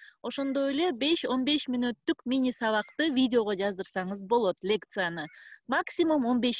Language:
Kyrgyz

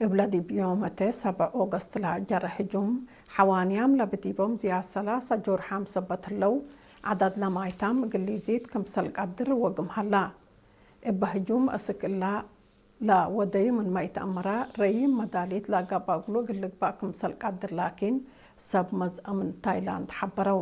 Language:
Tigre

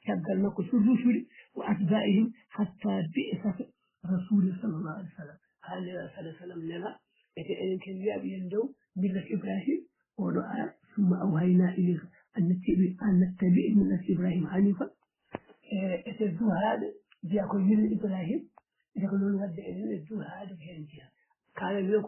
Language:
Fula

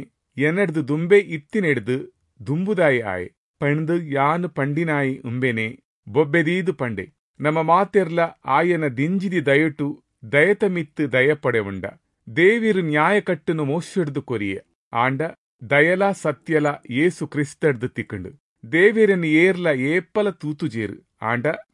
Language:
Tulu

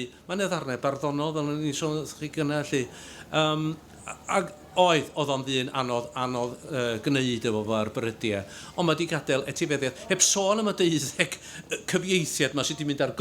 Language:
Welsh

